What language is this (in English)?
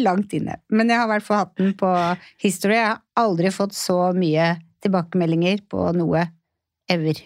Norwegian